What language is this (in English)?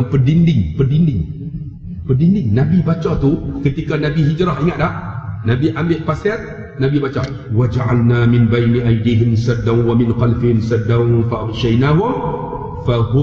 Malay